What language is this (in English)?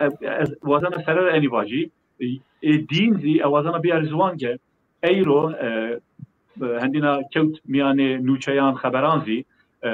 Zaza